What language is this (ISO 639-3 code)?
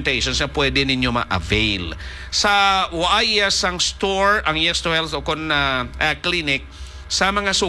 hil